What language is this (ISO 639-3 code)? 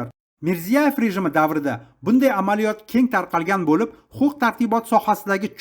uzb